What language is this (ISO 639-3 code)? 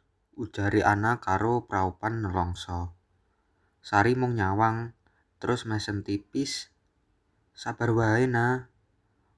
jav